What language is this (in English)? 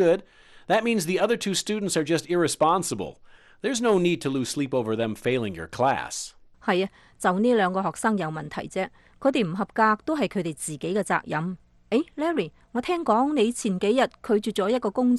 Cantonese